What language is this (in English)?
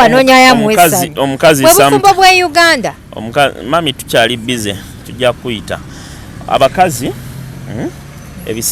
Ganda